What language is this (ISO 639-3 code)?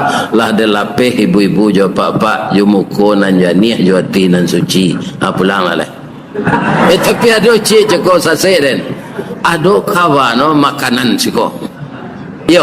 min